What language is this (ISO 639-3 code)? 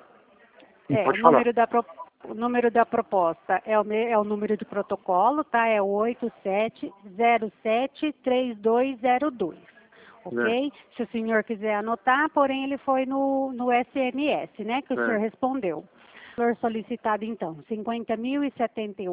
por